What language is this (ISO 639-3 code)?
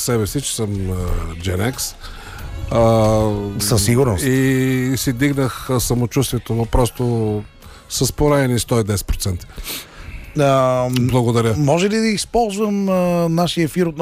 bul